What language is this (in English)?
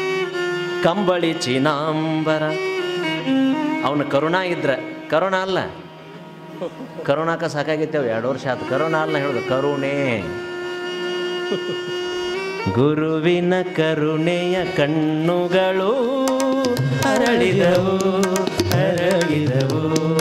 Kannada